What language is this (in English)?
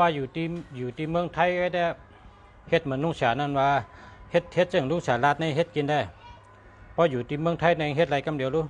Shan